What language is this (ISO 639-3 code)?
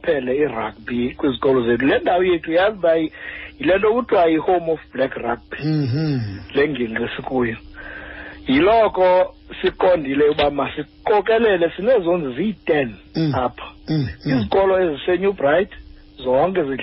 xho